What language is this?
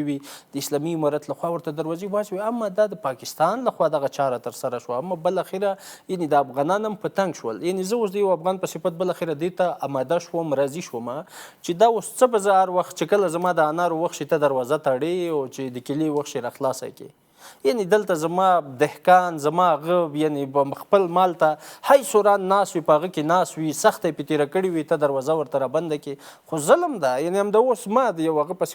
Pashto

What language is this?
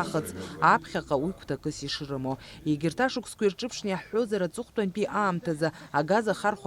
Abkhazian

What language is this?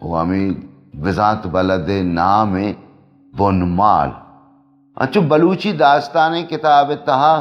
Baluchi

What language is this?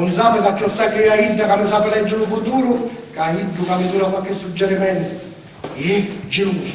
Sicilian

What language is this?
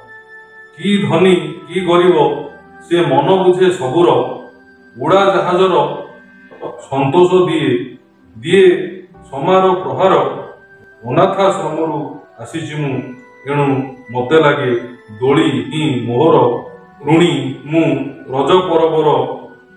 Odia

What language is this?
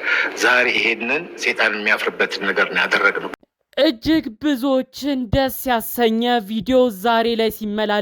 Amharic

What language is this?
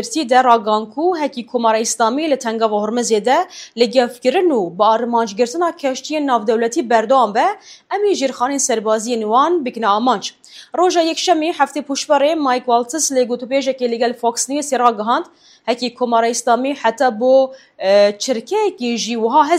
Kurdish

